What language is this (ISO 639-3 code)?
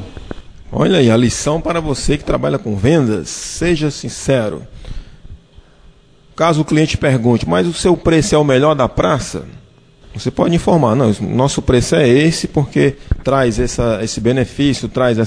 por